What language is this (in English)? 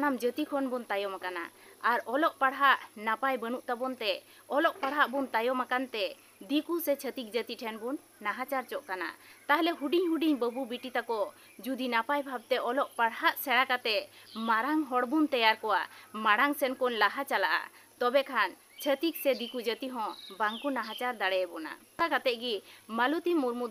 Santali